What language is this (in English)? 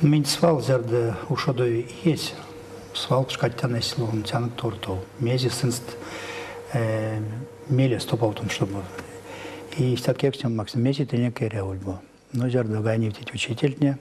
Erzya